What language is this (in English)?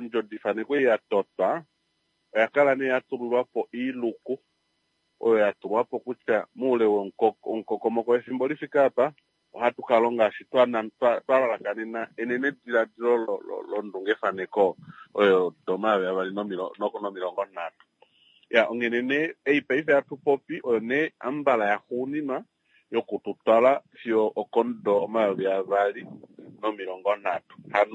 Kuanyama